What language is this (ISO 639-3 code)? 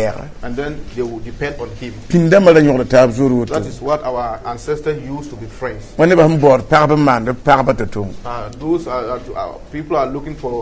mos